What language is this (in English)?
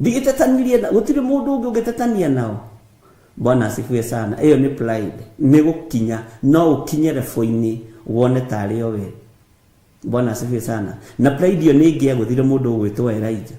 Kikuyu